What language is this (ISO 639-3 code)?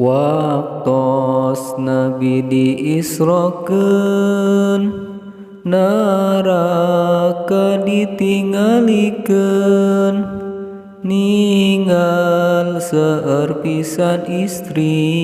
sun